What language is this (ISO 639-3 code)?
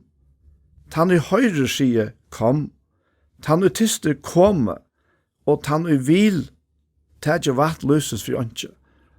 fao